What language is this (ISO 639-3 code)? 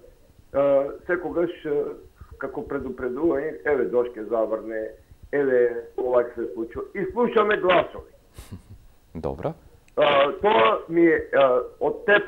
mkd